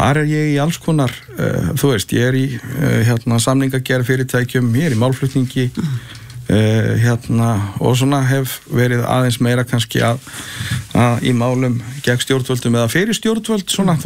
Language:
Icelandic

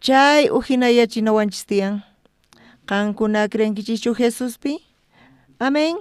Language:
South Bolivian Quechua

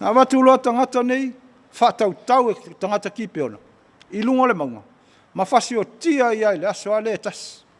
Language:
Samoan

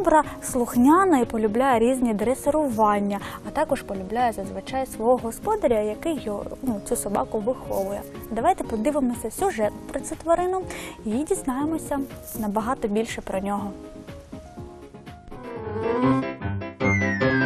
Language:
Ukrainian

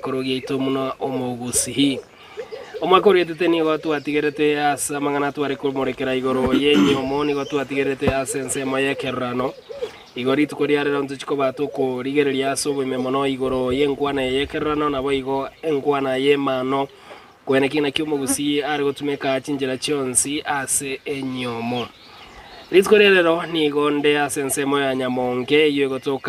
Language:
Gusii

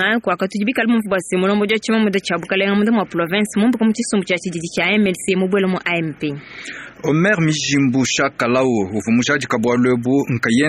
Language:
Luba-Lulua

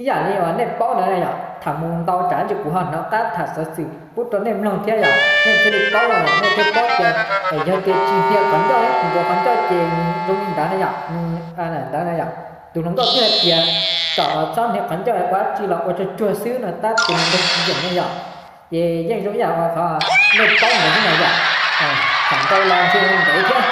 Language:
Hmong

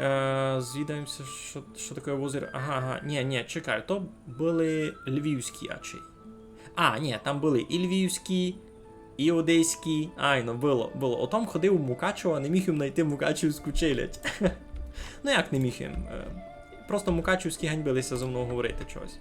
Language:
Rusyn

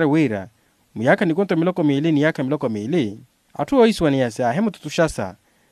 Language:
Makhuwa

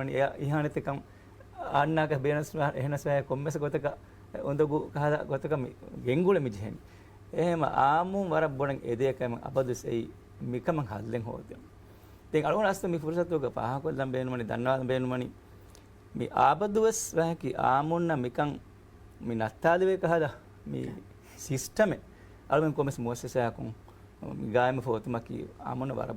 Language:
Divehi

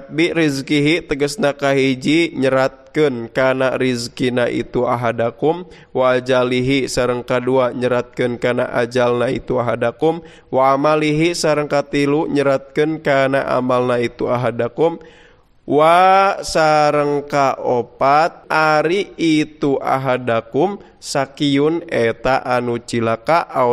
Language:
Sundanese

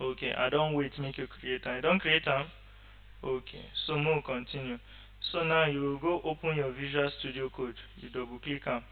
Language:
Nigerian Pidgin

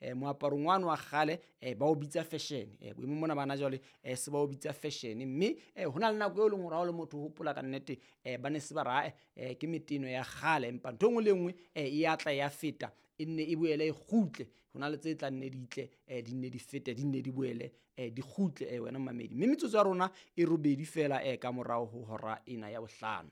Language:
Southern Sotho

